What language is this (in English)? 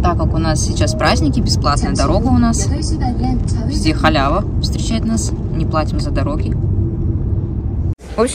Russian